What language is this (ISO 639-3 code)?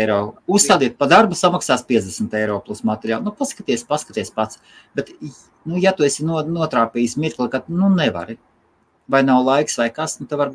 lav